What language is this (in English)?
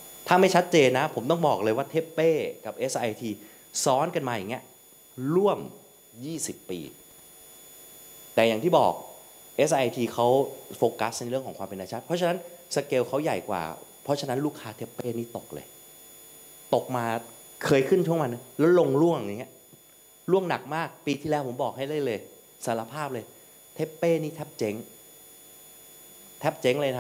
Thai